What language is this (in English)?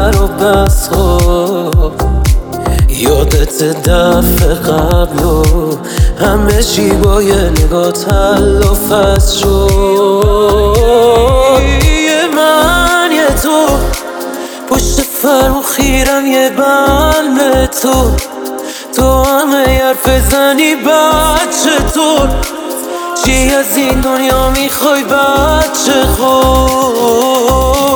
Persian